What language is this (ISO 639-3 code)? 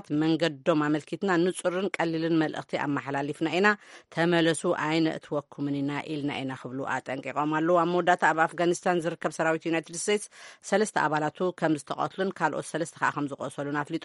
tir